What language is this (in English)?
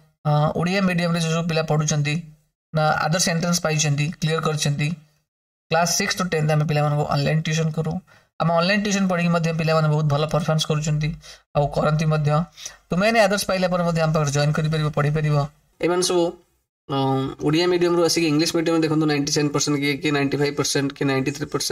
Odia